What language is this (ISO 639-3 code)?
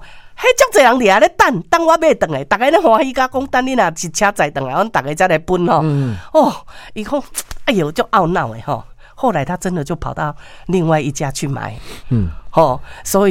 nan